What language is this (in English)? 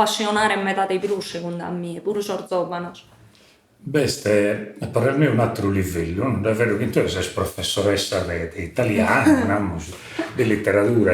Sardinian